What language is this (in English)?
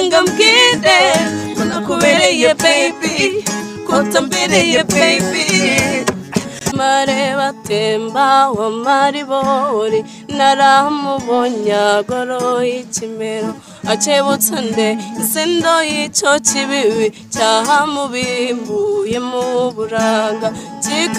Kinyarwanda